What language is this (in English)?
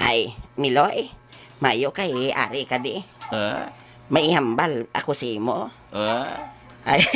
Hiligaynon